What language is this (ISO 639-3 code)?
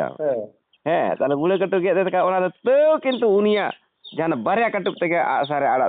sat